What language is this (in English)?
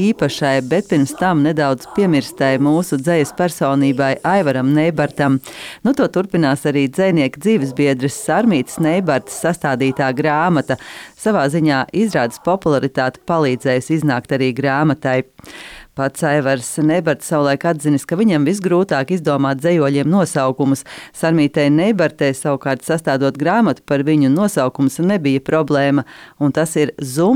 Latvian